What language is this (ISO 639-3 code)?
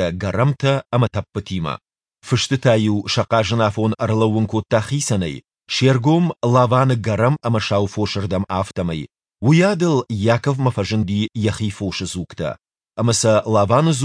oss